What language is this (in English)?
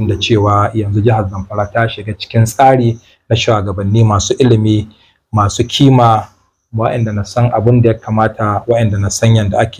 Hausa